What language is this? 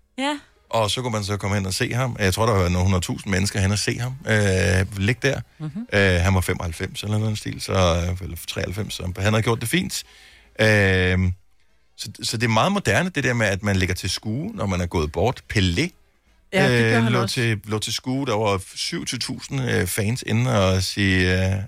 Danish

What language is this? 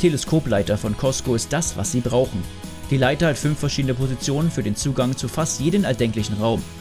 German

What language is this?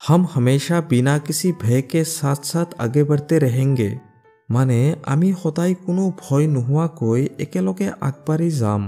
Assamese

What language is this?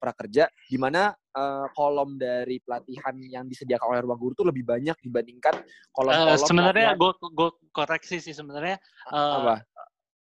Indonesian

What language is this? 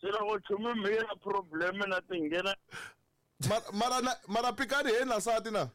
Tsonga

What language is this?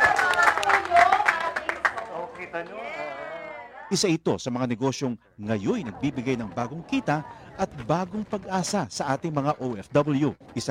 Filipino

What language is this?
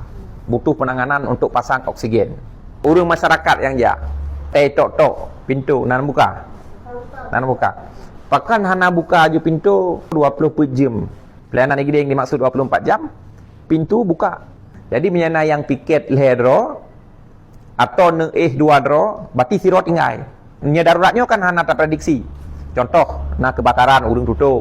Achinese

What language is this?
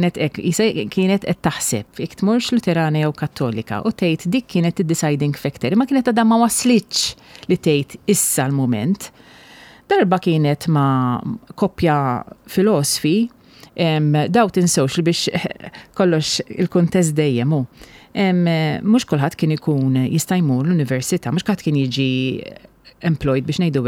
Maltese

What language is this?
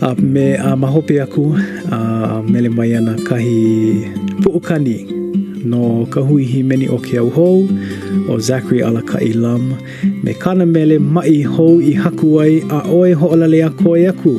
Hawaiian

